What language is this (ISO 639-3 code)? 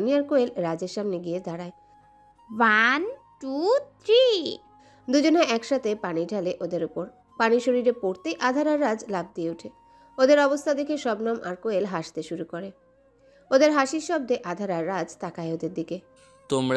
ben